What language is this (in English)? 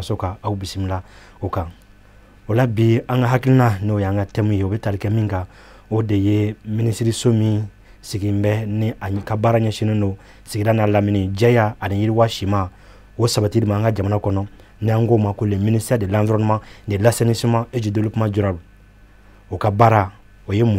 Bambara